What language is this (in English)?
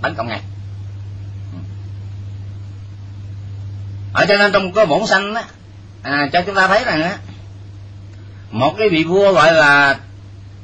Vietnamese